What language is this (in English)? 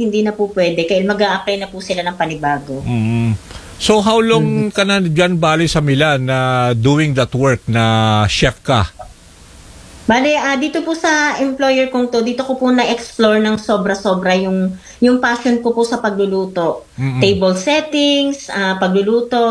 Filipino